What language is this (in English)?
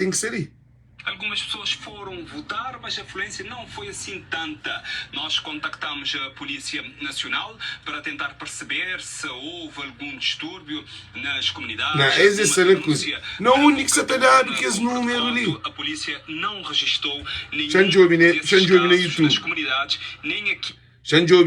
Kabuverdianu